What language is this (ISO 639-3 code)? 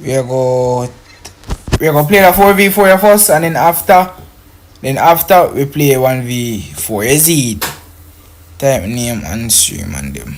jam